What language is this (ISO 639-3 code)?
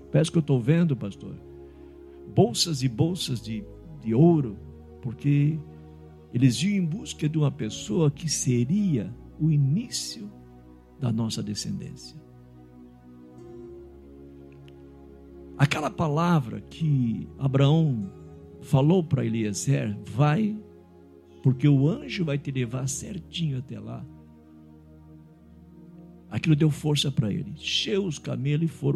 por